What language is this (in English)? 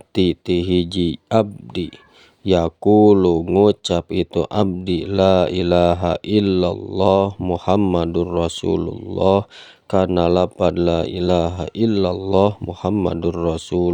Sundanese